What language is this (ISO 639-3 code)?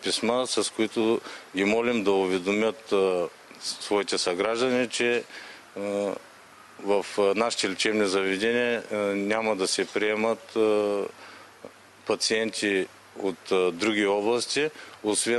bul